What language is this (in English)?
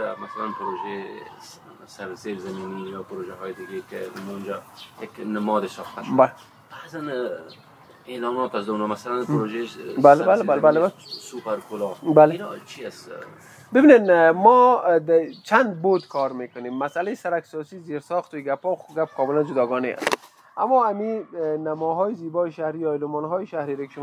Persian